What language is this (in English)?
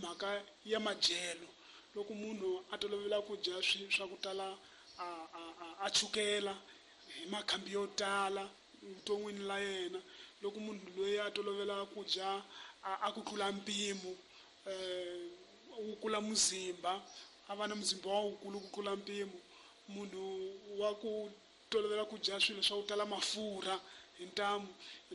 Tsonga